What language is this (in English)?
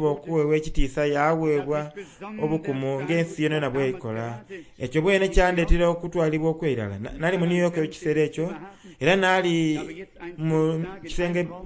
Soga